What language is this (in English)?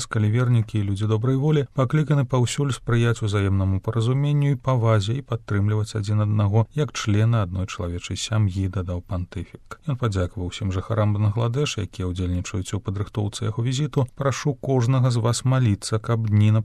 Belarusian